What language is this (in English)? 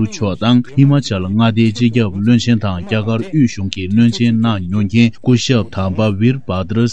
Tibetan